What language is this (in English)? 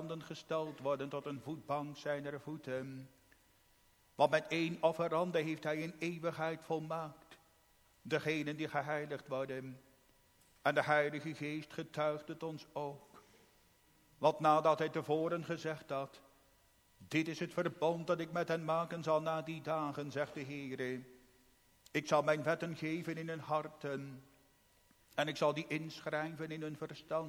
Dutch